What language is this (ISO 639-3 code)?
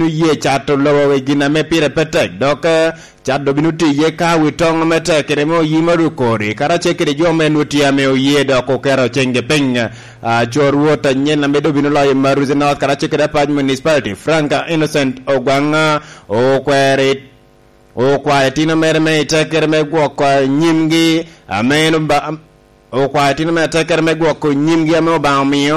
laj